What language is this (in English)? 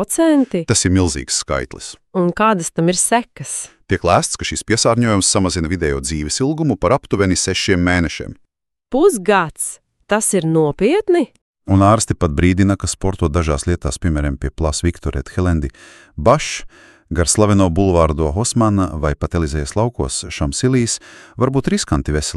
Latvian